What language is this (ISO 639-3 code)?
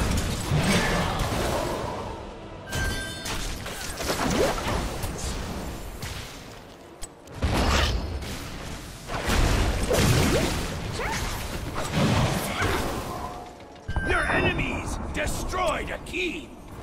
eng